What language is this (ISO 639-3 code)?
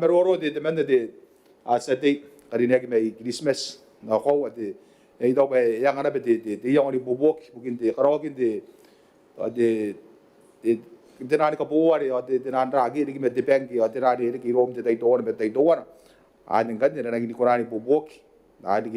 gil